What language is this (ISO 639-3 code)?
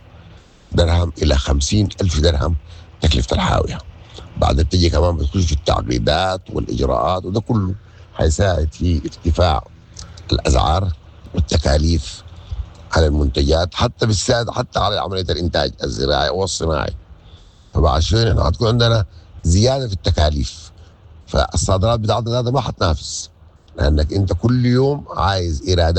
apd